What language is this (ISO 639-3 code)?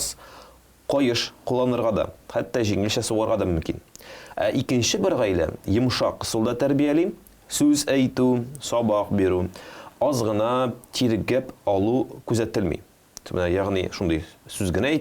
tat